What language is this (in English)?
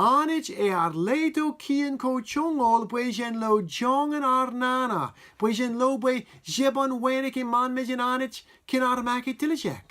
Marshallese